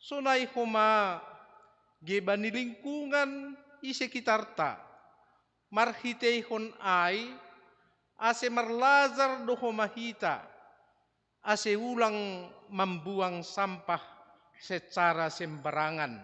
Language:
Batak Simalungun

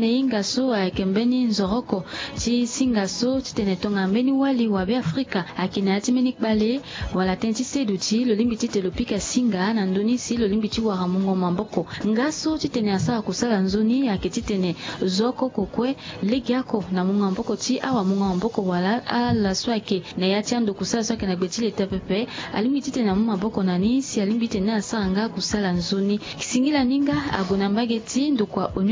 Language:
Sango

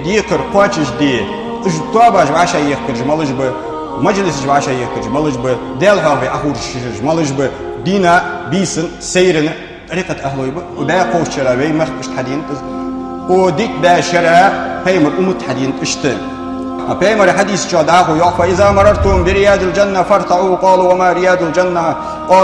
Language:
Ingush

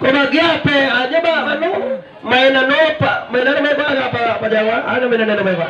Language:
Minangkabau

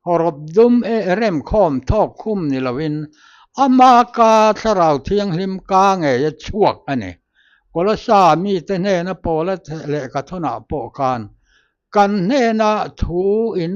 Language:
Mizo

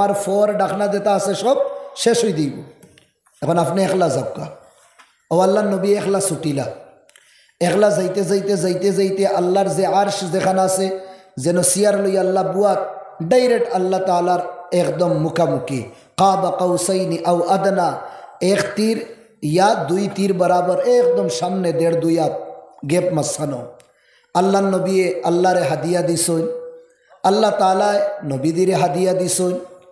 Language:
Sylheti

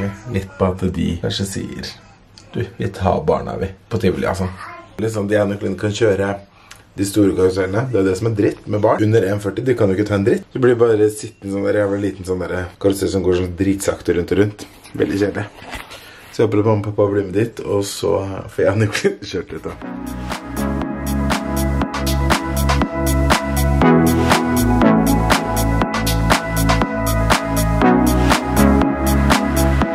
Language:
Norwegian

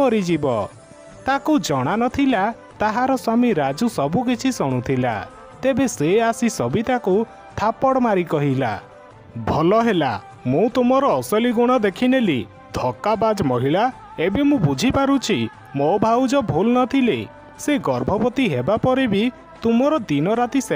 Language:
Odia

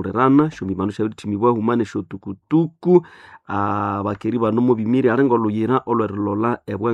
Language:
Nande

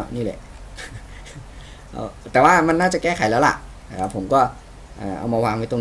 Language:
Thai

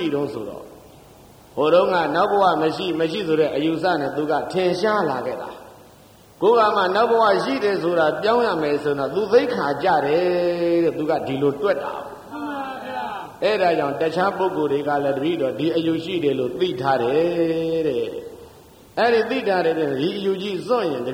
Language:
Burmese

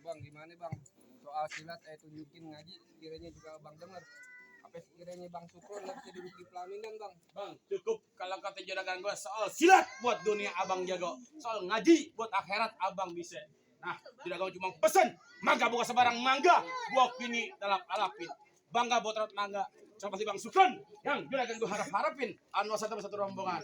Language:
Betawi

